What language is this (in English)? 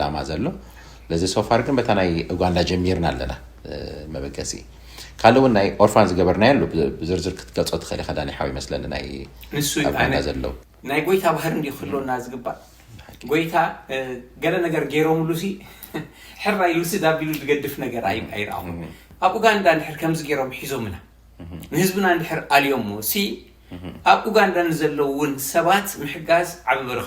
Tigrinya